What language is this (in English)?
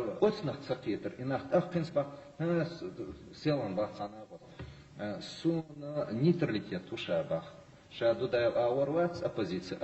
Chechen